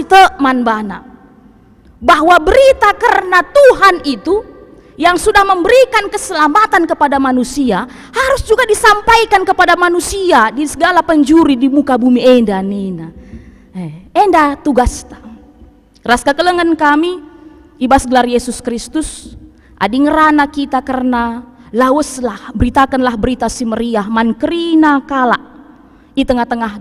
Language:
Batak Karo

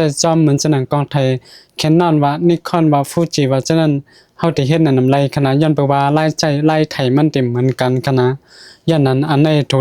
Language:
Shan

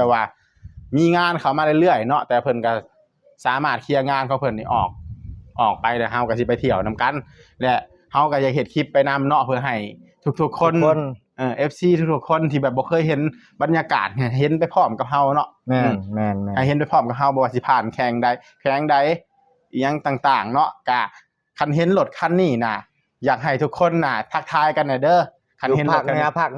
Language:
Northeastern Thai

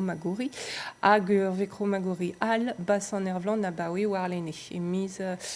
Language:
Breton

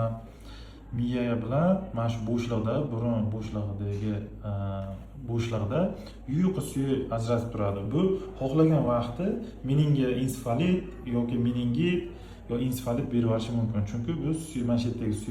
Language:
Uzbek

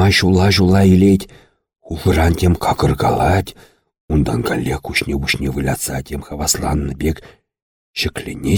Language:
Chuvash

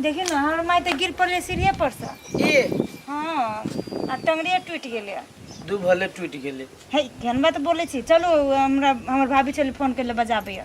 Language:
Maithili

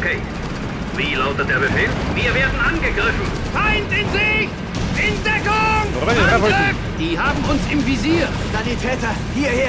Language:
Bavarian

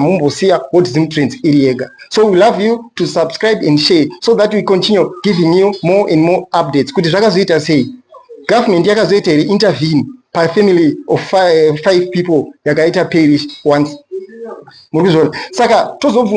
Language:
Shona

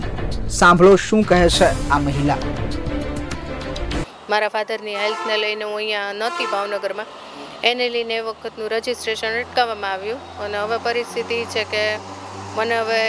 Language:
Gujarati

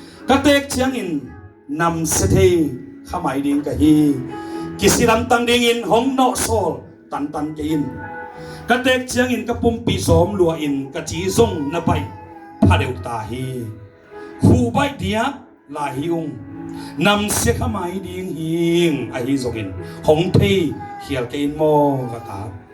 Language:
Tedim Chin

